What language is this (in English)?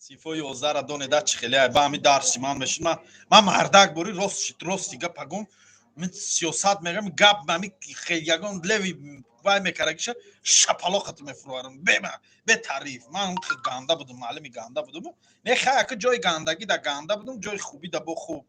Tajik